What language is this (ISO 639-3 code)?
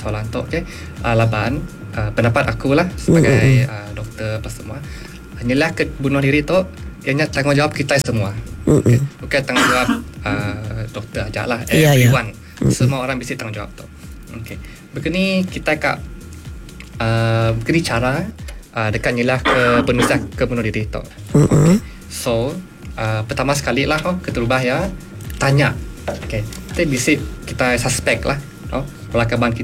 iba